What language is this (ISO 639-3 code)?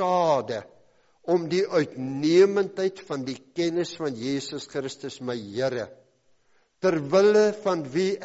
afr